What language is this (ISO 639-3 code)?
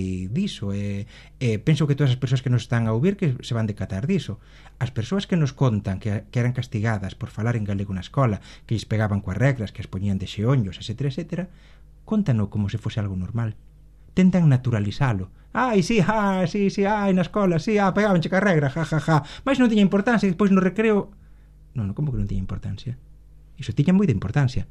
glg